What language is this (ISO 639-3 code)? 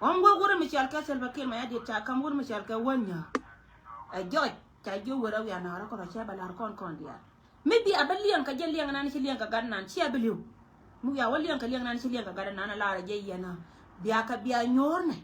nus